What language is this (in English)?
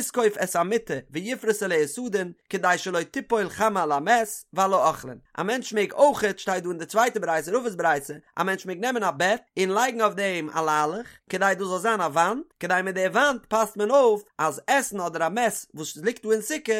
Yiddish